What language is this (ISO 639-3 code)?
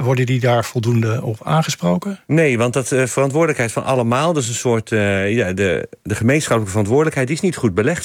nld